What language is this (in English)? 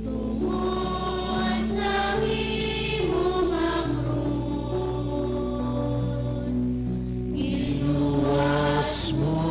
Hiligaynon